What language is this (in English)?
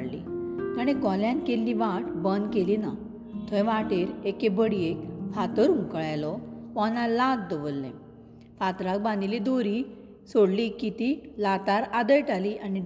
Konkani